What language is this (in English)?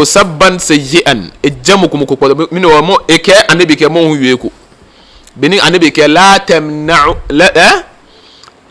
Ga